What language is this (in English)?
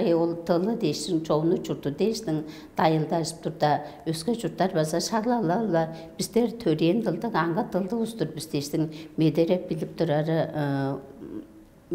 Tuvinian